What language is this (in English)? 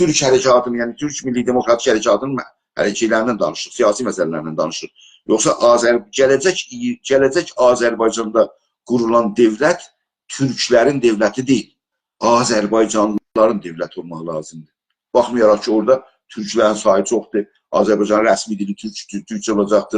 South Azerbaijani